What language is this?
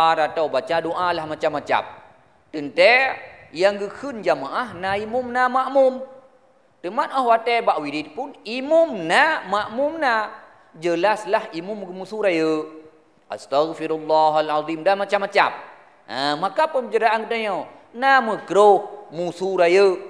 Achinese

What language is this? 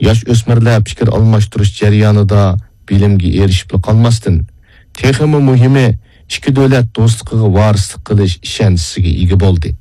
Uyghur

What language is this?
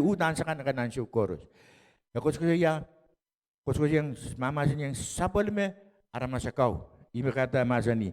Pohnpeian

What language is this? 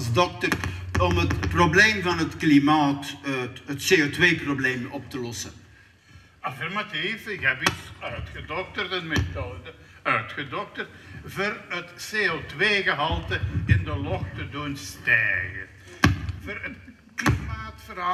Limburgish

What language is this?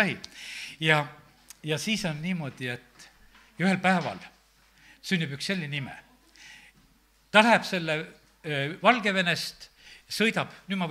Estonian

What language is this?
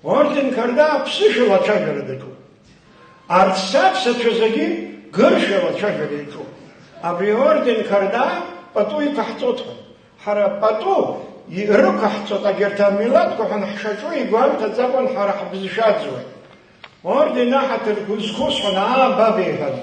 Abkhazian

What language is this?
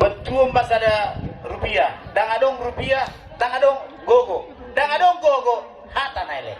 Batak Toba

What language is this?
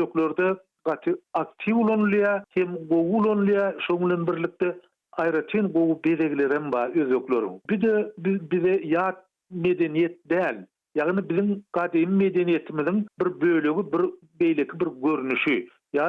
Turkmen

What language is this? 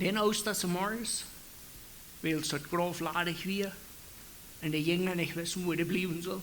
Plautdietsch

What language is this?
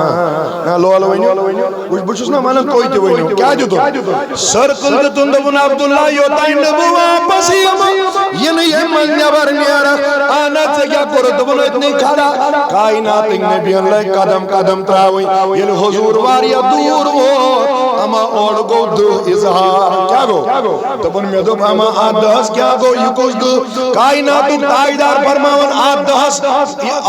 Kashmiri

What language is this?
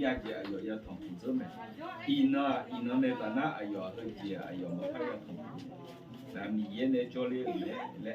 Akha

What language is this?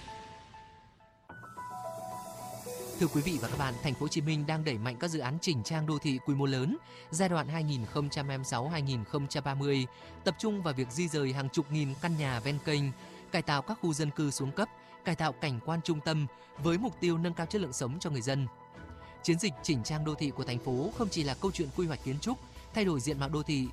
Vietnamese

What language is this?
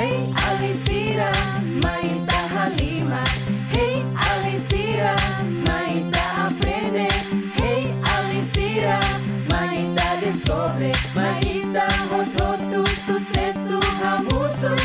Tetum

